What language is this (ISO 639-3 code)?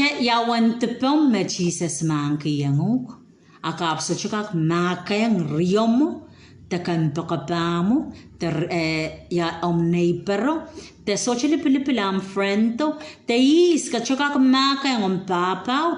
pon